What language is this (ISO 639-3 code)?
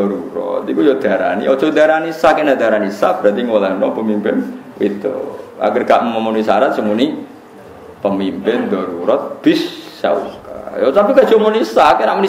jav